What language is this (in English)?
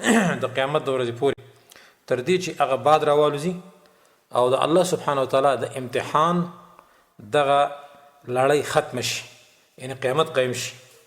Pashto